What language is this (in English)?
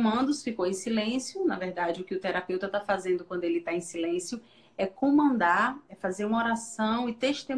Portuguese